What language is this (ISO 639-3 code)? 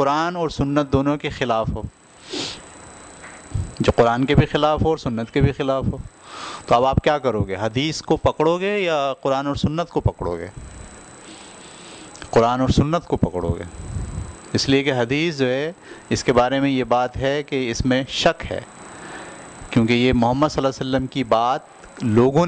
urd